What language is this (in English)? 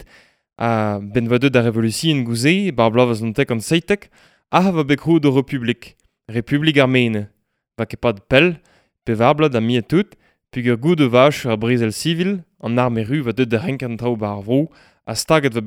Breton